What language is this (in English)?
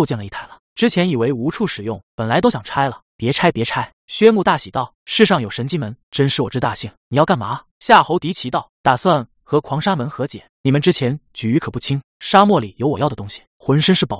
Chinese